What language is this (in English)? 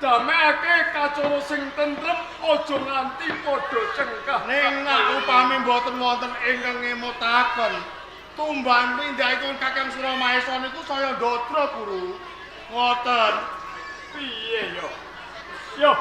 Javanese